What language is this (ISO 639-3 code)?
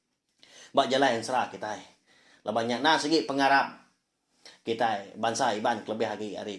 iba